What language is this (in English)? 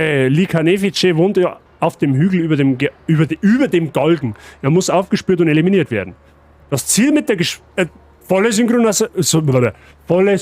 Bavarian